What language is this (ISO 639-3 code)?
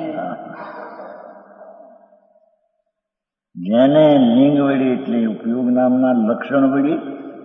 guj